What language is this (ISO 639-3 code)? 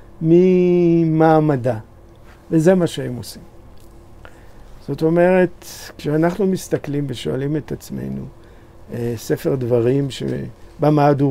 heb